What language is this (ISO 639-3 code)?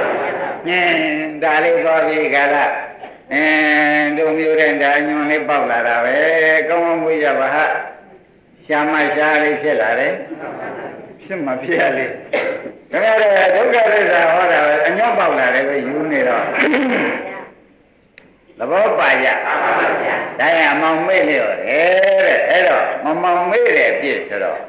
mya